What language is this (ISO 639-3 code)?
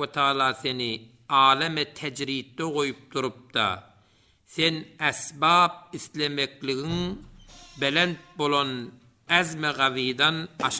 tuk